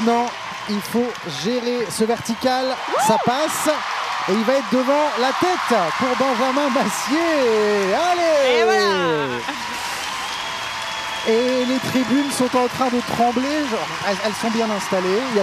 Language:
French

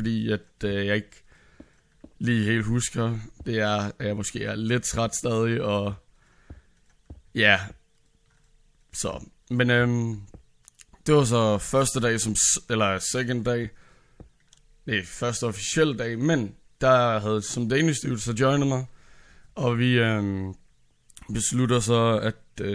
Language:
Danish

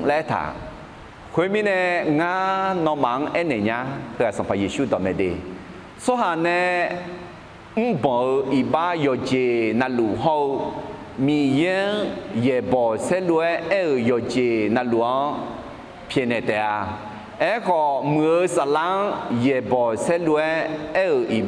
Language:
Akha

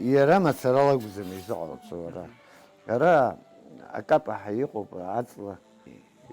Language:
Abkhazian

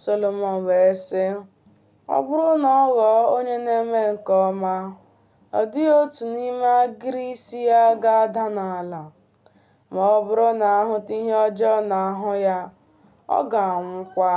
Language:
Igbo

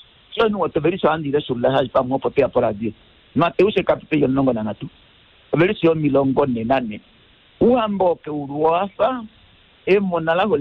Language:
Kuanyama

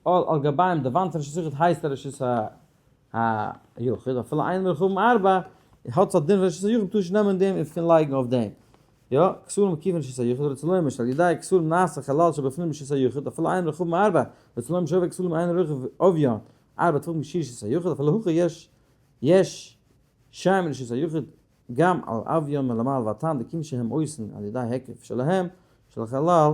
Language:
Yiddish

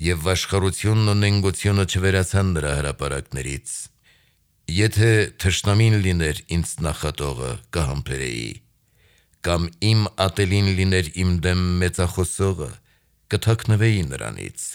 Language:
Armenian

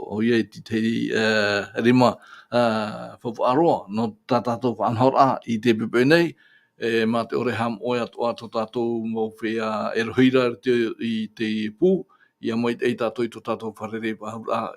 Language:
Tahitian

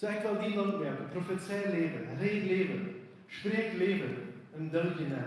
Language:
Plautdietsch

